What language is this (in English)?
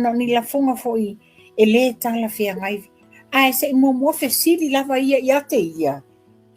Samoan